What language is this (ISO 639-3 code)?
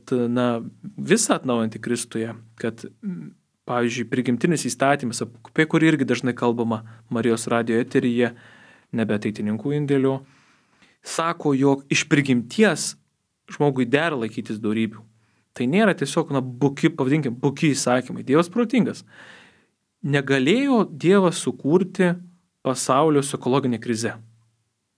lit